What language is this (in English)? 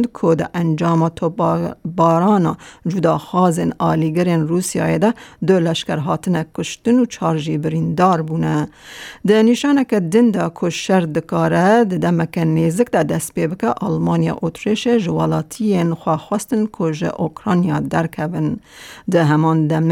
Kurdish